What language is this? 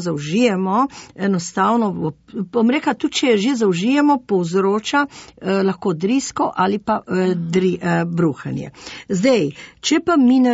Slovenian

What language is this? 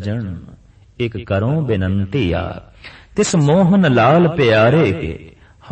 Punjabi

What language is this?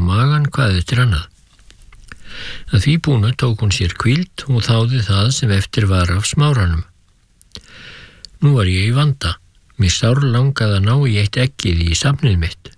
Icelandic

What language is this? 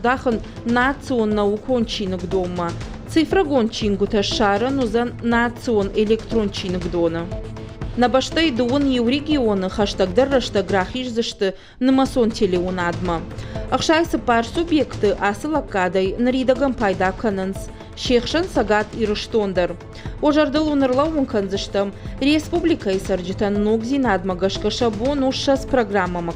Ossetic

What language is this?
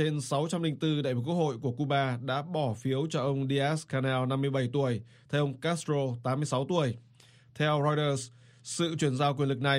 Vietnamese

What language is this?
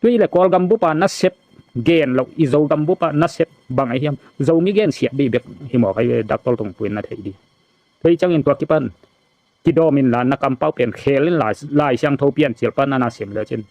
Tedim Chin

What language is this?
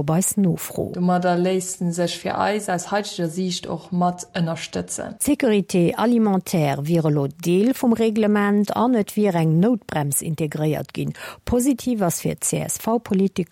Luxembourgish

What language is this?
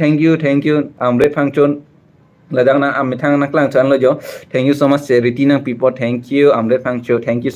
Karbi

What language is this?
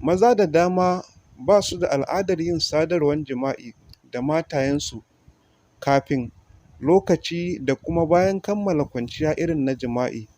Hausa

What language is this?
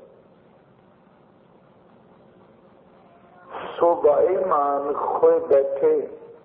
Punjabi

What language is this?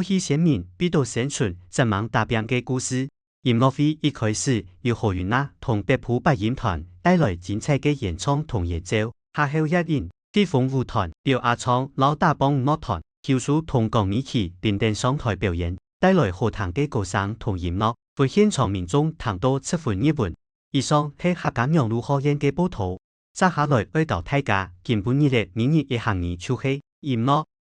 Hakka Chinese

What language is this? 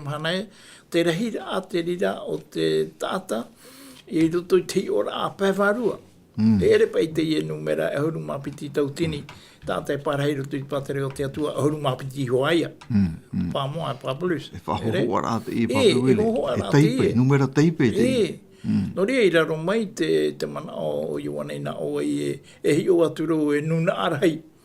Tahitian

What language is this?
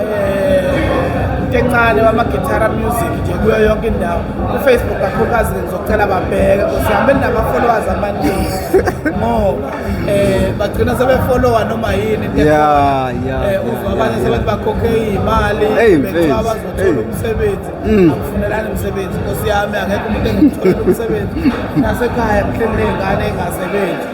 Zulu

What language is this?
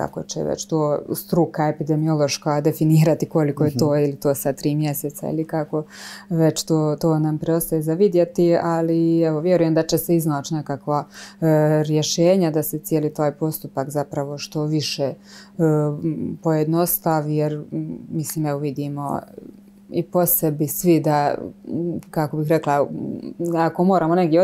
Croatian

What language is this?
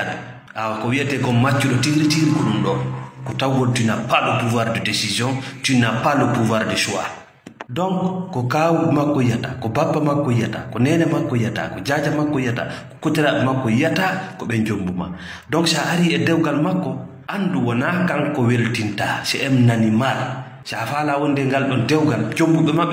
Fula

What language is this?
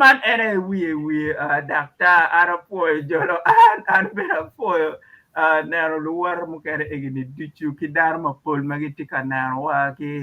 Acoli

